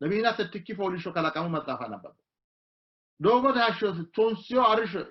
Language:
Sidamo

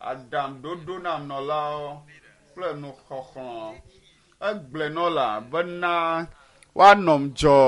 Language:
Ewe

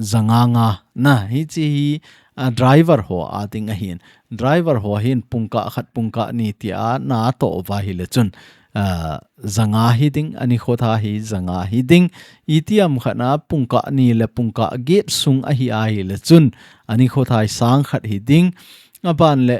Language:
Thado Chin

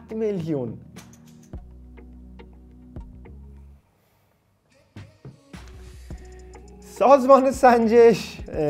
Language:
Persian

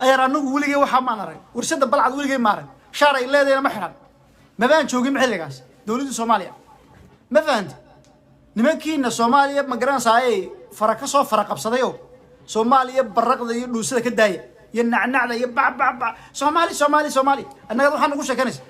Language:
Somali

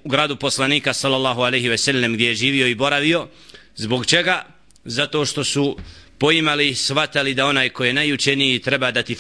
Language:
Bosnian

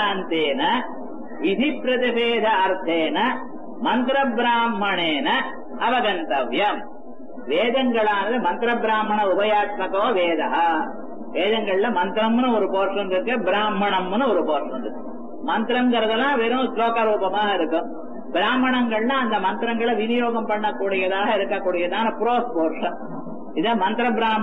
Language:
Tamil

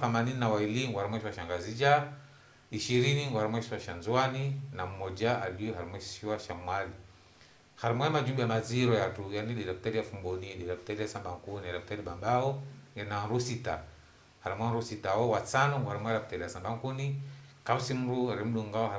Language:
Ngazidja Comorian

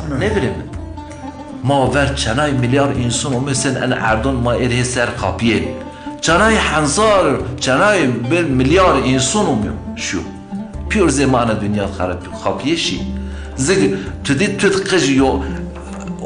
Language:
Zaza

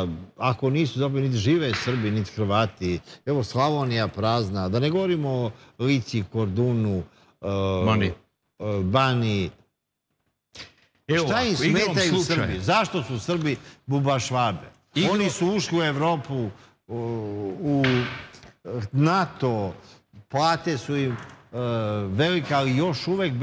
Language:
Serbian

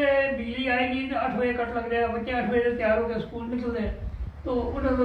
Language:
Dogri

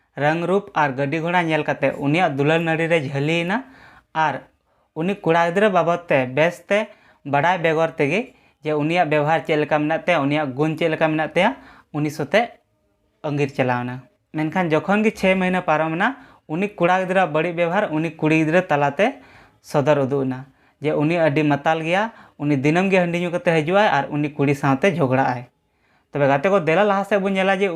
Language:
Santali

